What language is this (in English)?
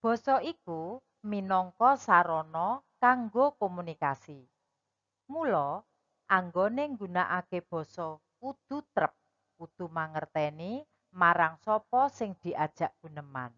Javanese